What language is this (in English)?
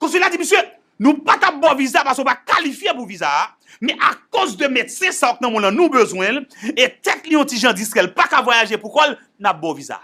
Haitian Creole